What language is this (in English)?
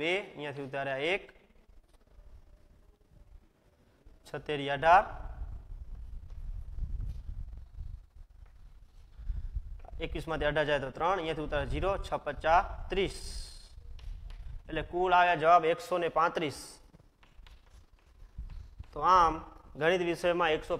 Gujarati